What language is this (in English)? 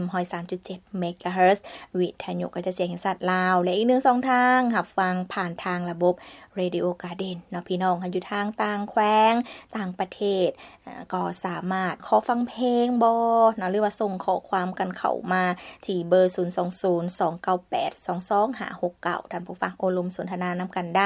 Lao